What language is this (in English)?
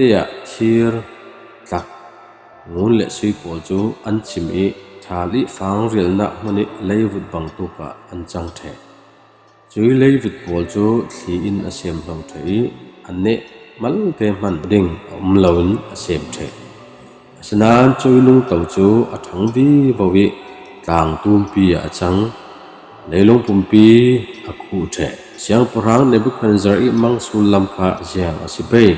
Falam Chin